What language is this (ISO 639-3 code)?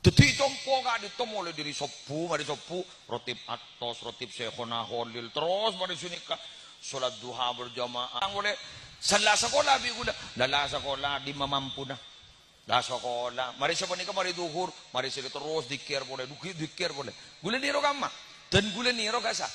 mad